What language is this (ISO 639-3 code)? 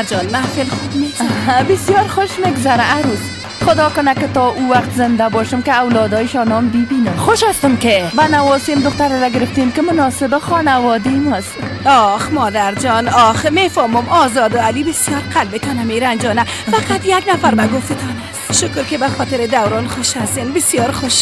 fas